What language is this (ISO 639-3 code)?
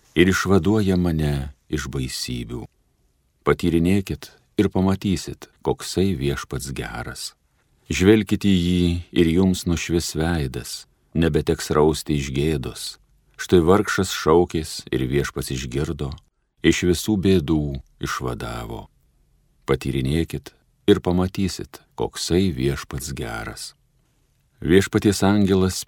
lit